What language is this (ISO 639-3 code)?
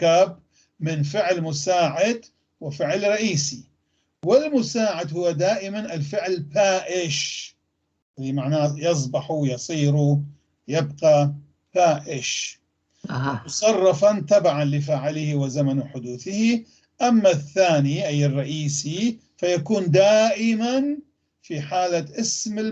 apc